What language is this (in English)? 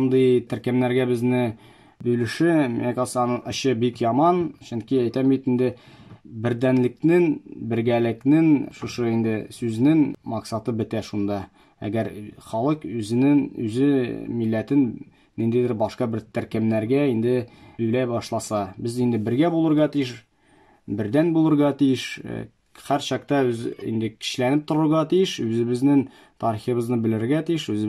Tatar